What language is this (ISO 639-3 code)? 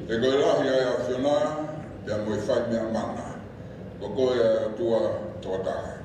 ton